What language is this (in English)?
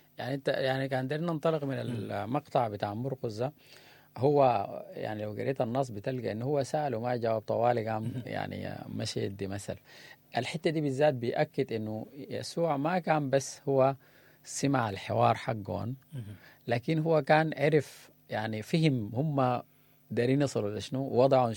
Sudanese Arabic